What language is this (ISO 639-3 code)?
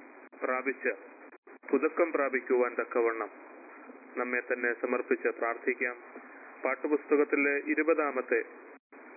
mal